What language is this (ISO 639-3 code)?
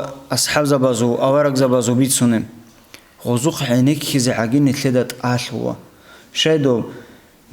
ava